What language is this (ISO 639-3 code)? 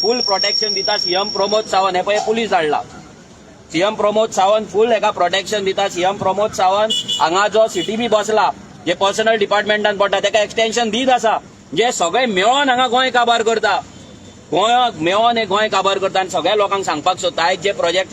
kok